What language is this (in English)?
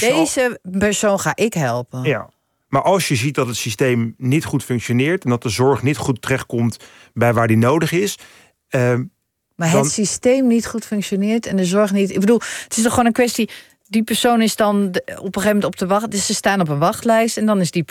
Dutch